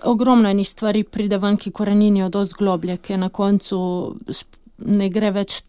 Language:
Slovenian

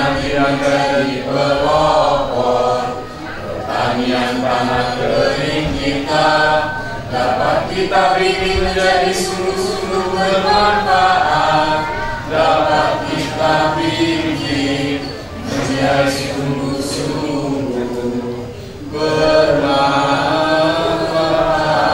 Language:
Indonesian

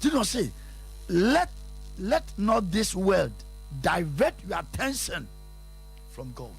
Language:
Akan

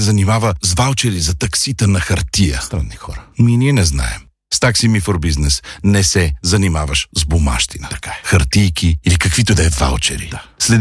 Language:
Bulgarian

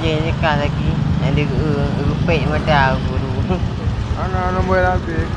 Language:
Achinese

